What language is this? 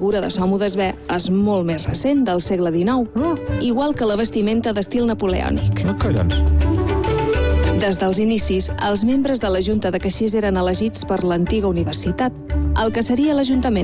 Catalan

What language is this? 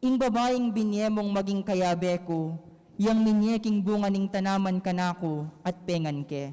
Pampanga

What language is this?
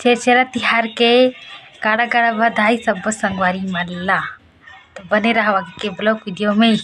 Chhattisgarhi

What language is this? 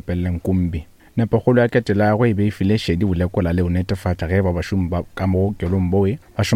Northern Sotho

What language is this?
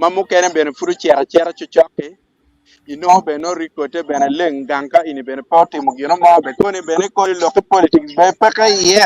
Acoli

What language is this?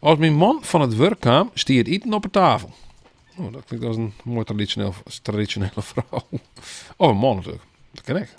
Western Frisian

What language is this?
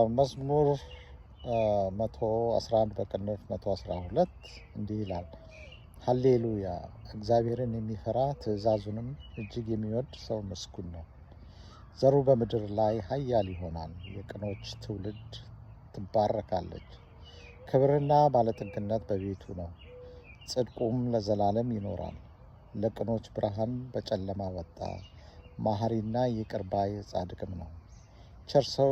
Amharic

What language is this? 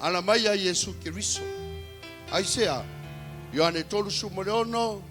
Samoan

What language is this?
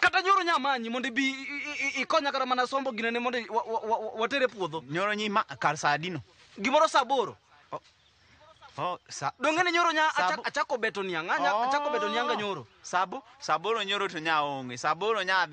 Luo (Kenya and Tanzania)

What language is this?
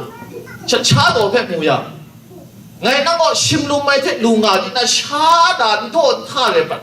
Kachin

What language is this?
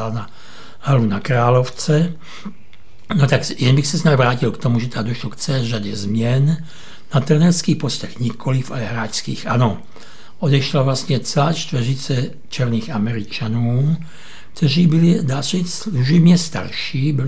Czech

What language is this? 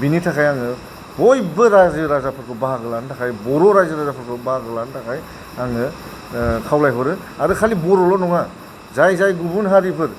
Bodo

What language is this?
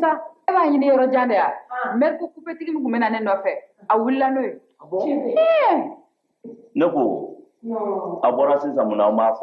Bambara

